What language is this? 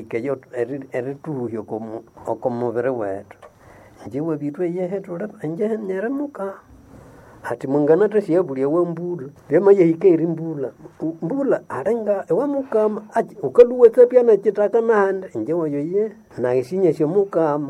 Nande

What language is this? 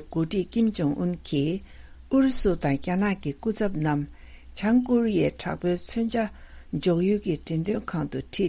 Tibetan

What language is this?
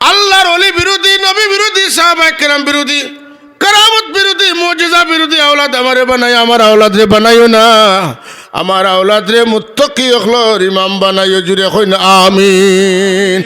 Sylheti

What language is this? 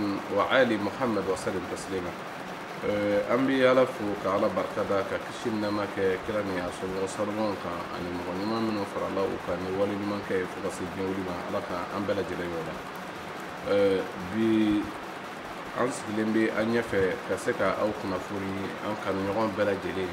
Mandingo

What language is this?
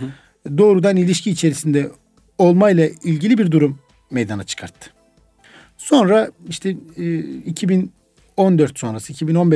Turkish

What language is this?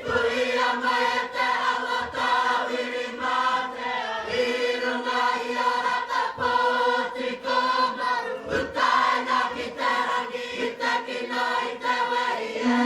Māori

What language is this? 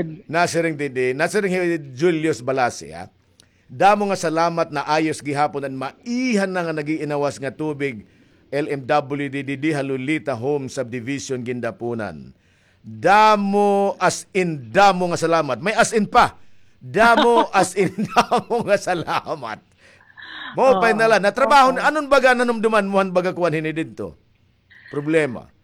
Waray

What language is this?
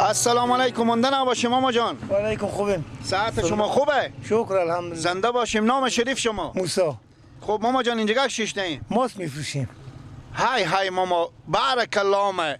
Persian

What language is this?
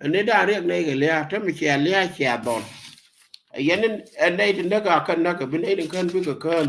Nuer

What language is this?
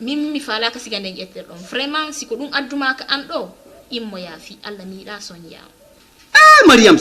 Fula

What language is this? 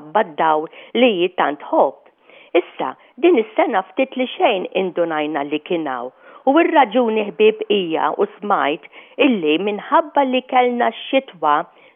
Maltese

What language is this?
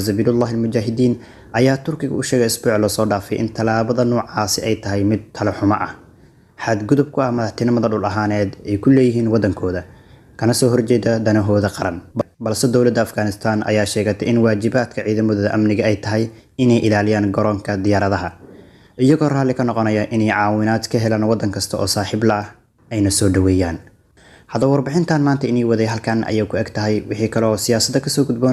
Somali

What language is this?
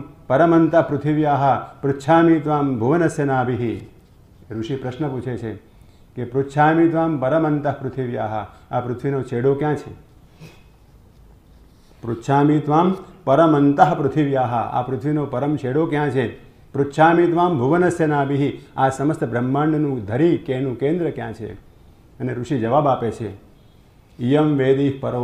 Gujarati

